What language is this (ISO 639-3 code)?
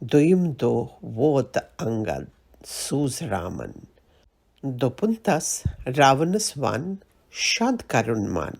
kas